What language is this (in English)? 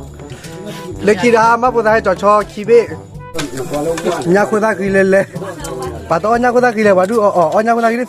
S'gaw Karen